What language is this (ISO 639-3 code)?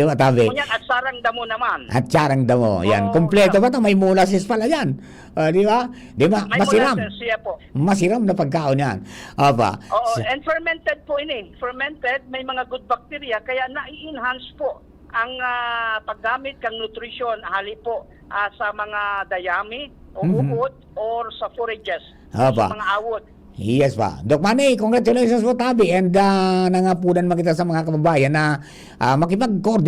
bik